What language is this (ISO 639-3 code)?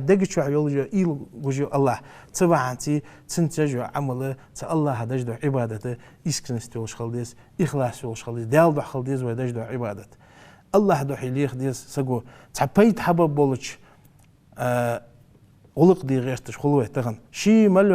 inh